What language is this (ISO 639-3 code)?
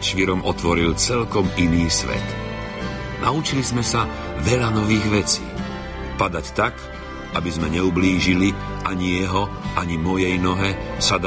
slk